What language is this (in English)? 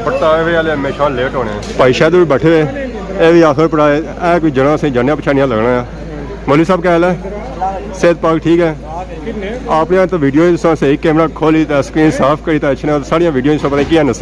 Pahari-Potwari